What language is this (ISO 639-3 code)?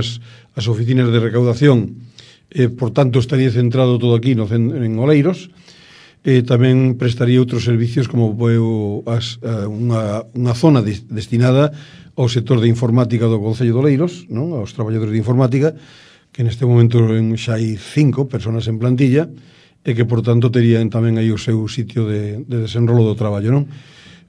glg